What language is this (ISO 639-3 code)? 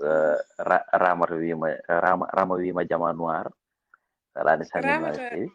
ful